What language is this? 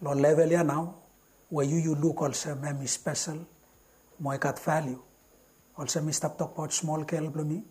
Bislama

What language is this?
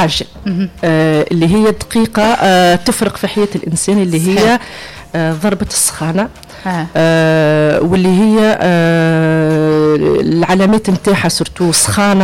Tunisian Arabic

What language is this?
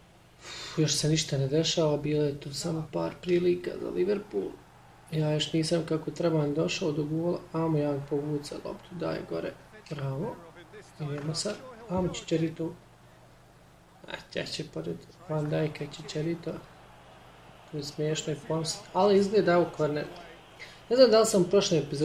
Bosnian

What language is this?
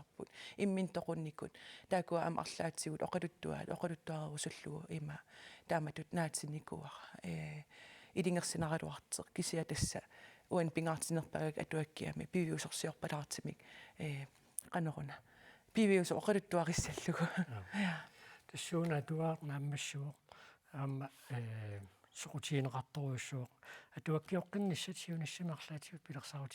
Kalaallisut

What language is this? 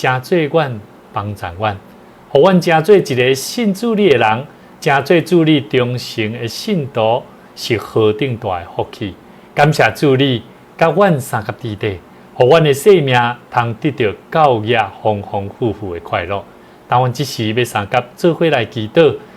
Min Nan Chinese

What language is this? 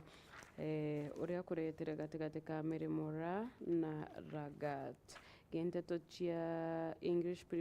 Meru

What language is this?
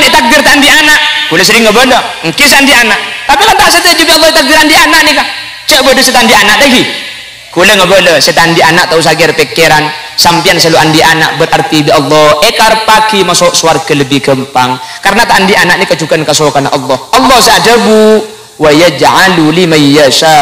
Madurese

